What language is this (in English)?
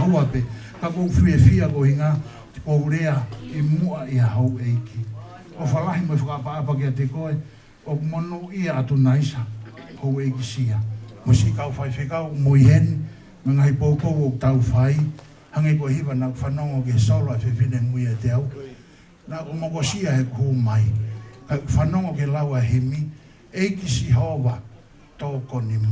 Tongan